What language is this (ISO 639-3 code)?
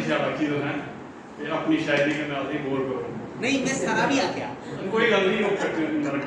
doi